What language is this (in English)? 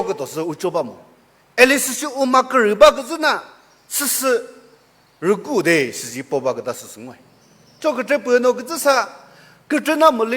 Chokri Naga